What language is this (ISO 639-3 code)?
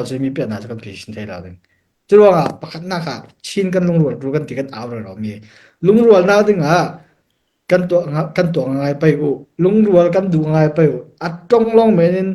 cfm